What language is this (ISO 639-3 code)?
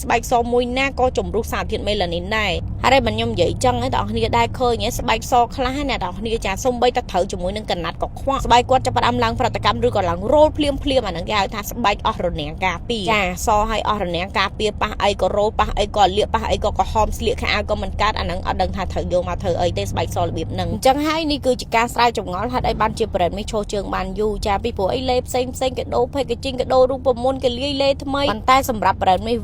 khm